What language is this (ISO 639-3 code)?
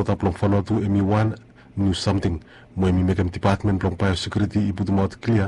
bis